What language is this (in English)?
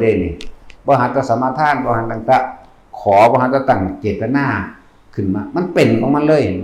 Northeastern Thai